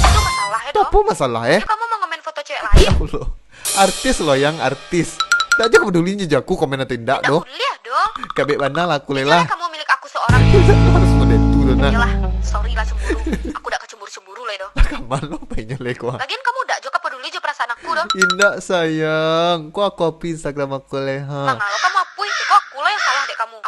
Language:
Minangkabau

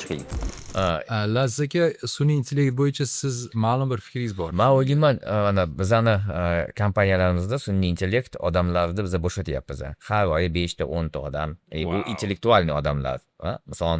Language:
Uzbek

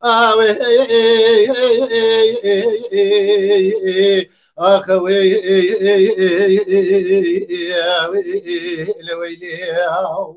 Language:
Kurdish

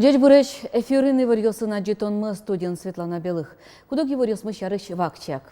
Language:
Udmurt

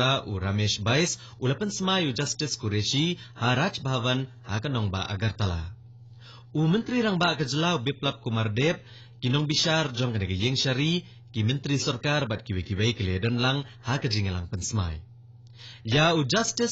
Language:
Khasi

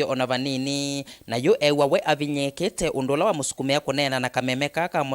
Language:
Kamba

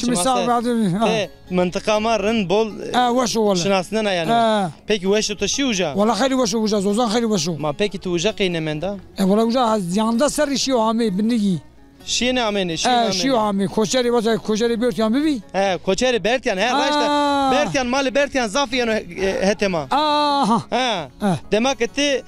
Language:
Zaza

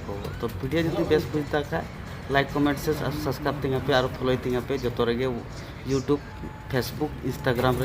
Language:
Santali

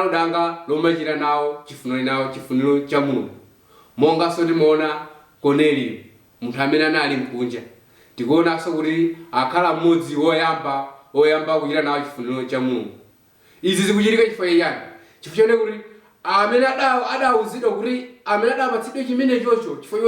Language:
Nyanja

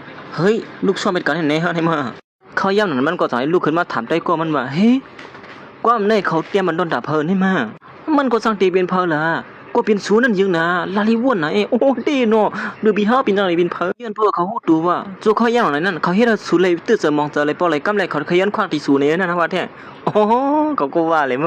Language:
Shan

